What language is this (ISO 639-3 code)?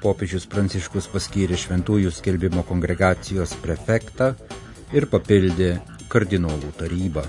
lit